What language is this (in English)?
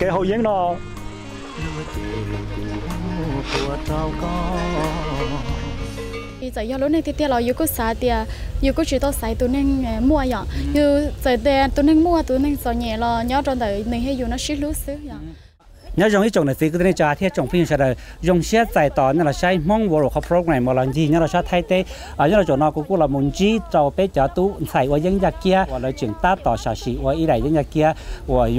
Vietnamese